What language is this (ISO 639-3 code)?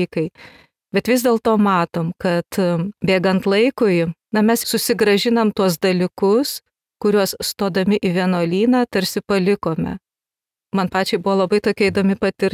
lit